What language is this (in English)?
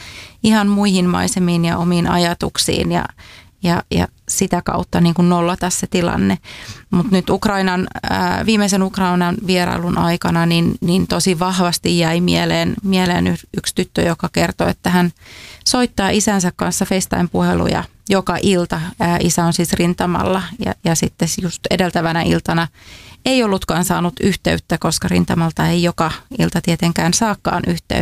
Finnish